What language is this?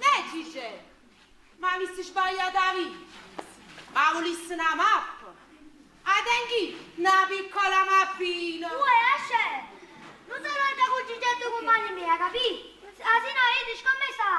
Neapolitan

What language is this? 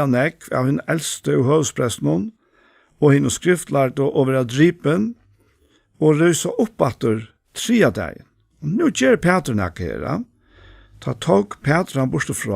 Faroese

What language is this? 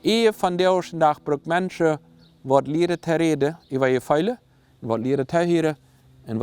Plautdietsch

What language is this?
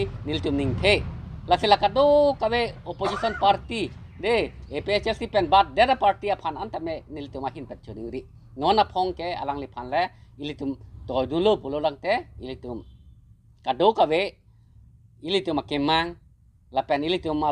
Karbi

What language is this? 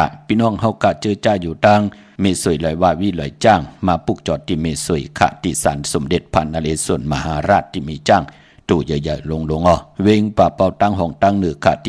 Shan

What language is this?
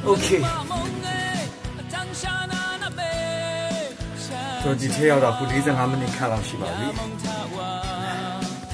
Burmese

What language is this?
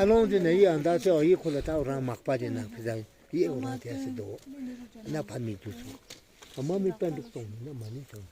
Tibetan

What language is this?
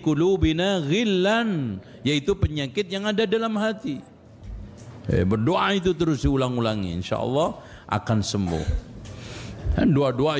Indonesian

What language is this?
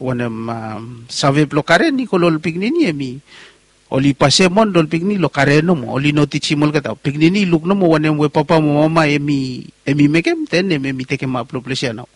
Bislama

